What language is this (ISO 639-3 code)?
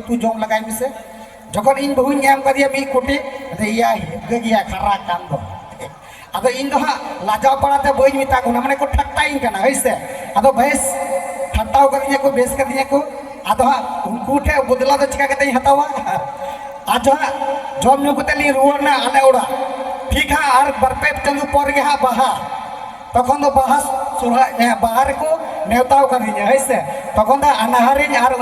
sat